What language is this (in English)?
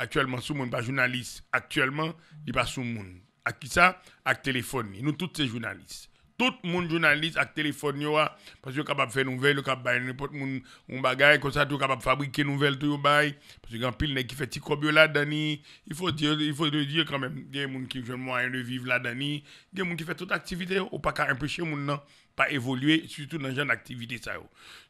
Haitian Creole